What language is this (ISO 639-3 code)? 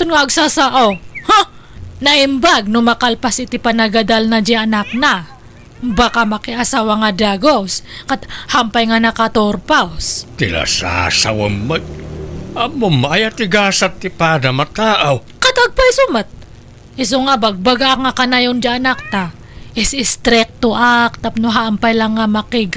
ilo